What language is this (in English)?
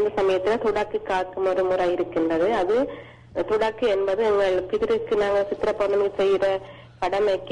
Tamil